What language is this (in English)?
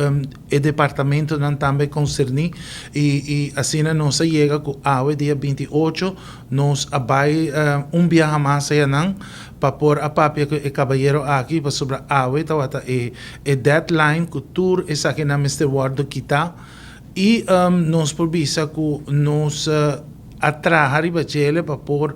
Papiamento